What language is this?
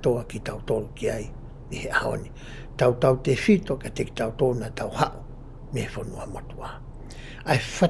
Tongan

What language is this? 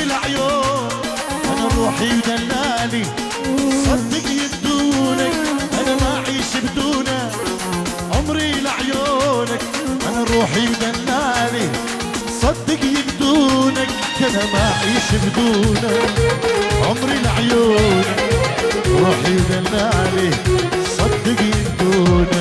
Kurdish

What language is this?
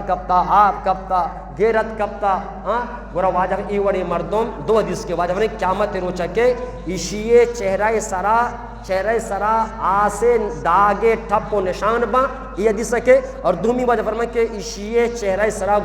Eastern Balochi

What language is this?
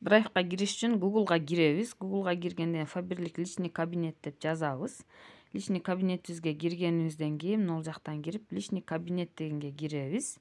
Kyrgyz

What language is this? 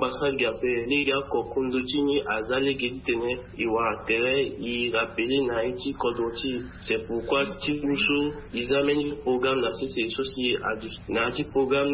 Sango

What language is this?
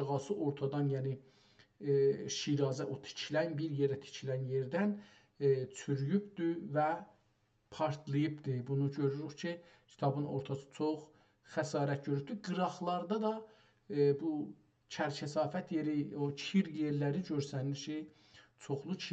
South Azerbaijani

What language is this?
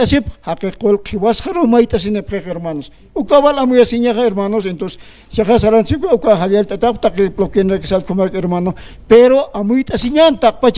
Aymara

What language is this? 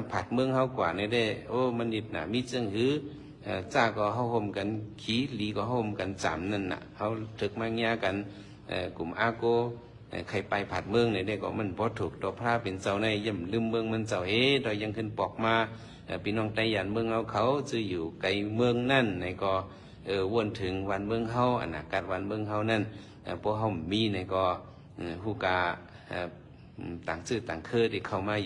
Shan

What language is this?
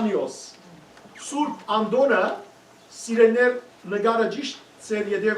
Western Armenian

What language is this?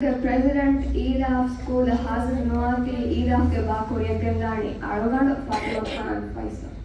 Divehi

